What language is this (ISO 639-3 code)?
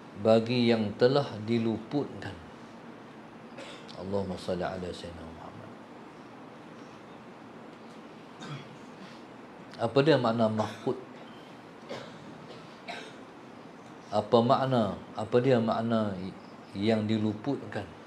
msa